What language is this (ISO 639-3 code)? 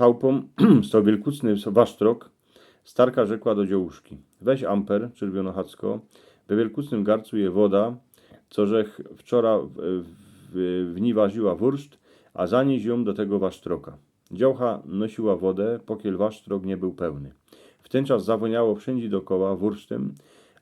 szl